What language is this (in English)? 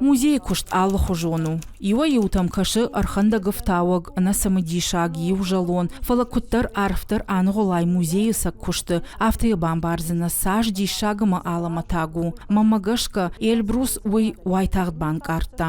Ossetic